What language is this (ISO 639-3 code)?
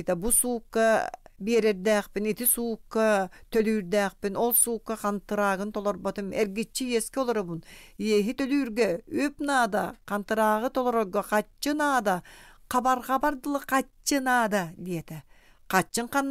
sah